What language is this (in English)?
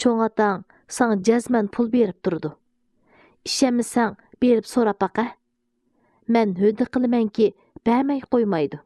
Uyghur